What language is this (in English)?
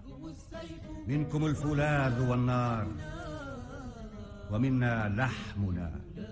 Arabic